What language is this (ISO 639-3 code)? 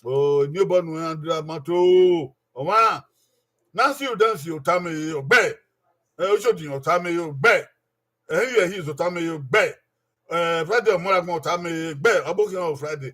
bin